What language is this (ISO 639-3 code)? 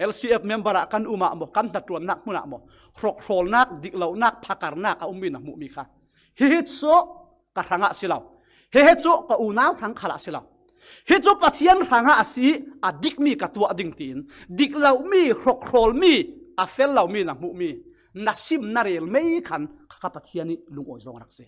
cfm